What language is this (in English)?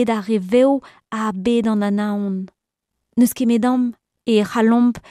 Breton